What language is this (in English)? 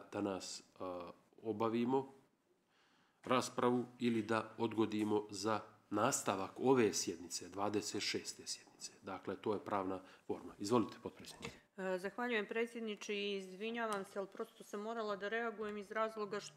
Bosnian